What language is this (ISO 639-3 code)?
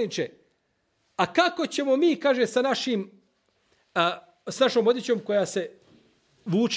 bos